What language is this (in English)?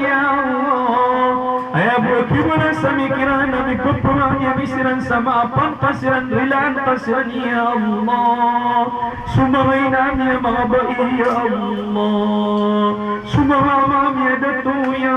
Maranao